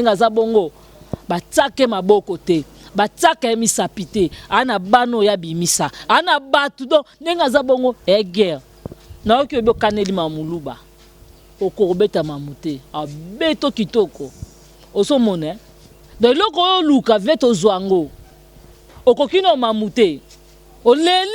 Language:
Lingala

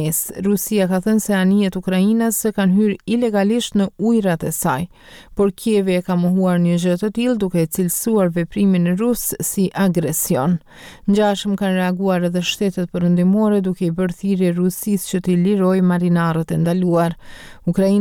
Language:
Albanian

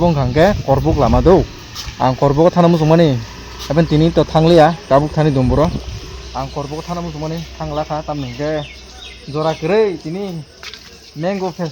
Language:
Kok Borok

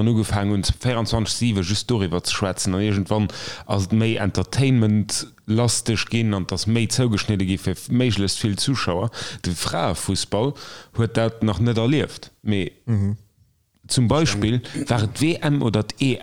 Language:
Luxembourgish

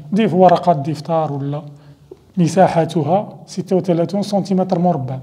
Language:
Arabic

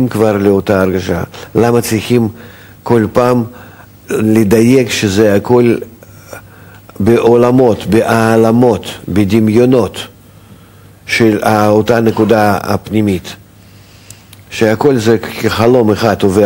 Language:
Hebrew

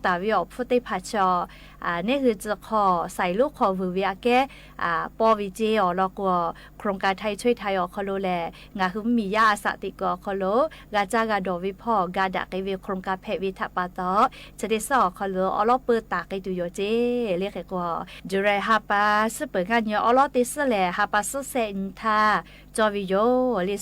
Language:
Lahu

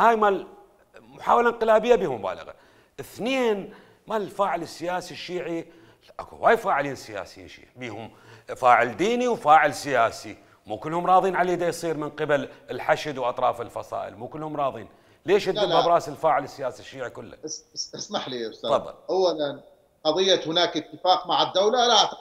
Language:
Mesopotamian Arabic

